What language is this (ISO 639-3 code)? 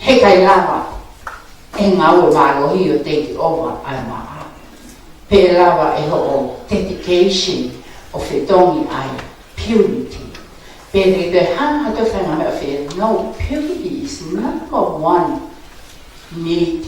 ton